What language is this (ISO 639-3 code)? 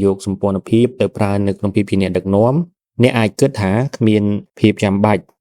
khm